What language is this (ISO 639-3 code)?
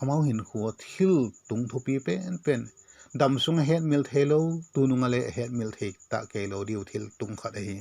vap